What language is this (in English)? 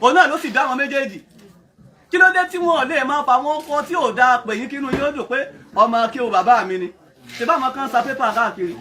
Yoruba